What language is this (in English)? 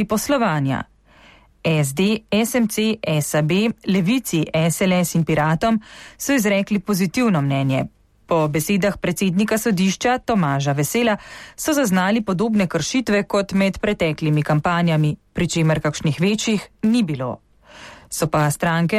Slovenian